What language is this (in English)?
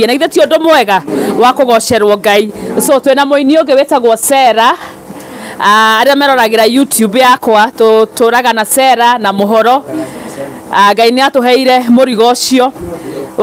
Kikuyu